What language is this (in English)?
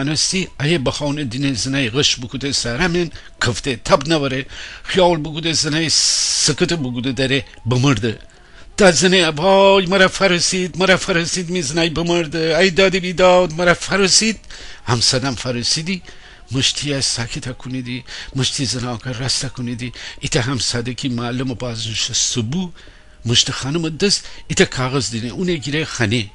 Gilaki